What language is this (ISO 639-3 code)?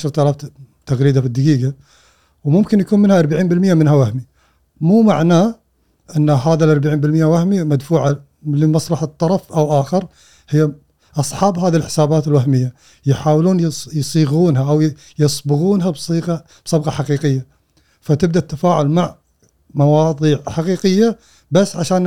afb